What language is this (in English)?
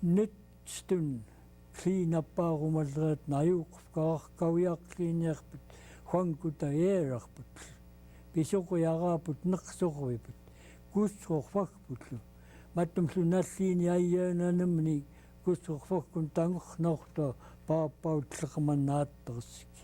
Central Yupik